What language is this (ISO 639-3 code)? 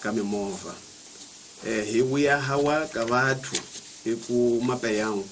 tso